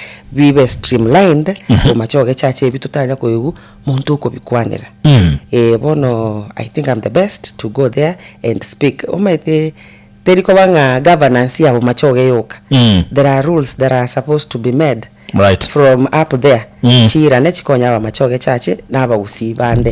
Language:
Gusii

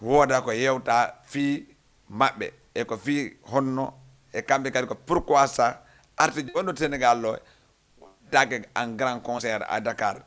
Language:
Fula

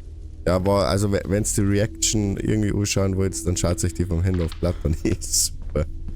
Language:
Bavarian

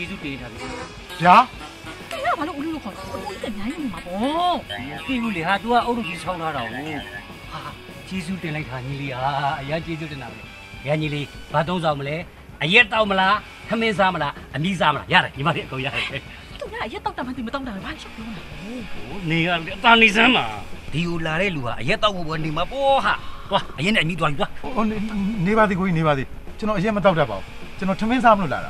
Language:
Burmese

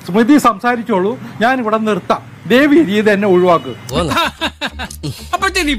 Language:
Malayalam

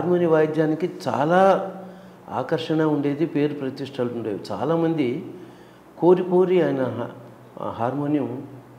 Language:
Telugu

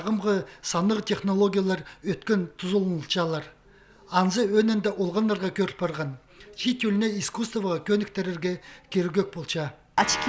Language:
Khakas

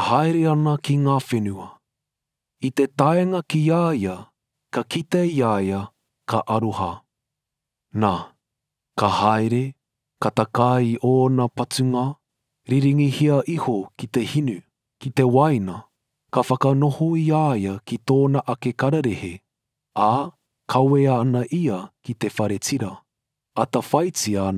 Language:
Māori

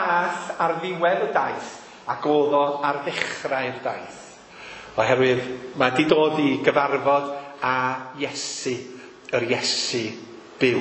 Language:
Welsh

